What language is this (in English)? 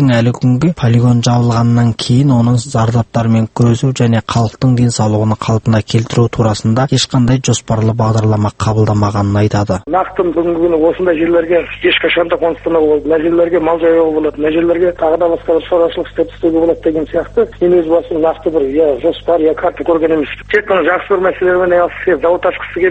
Kazakh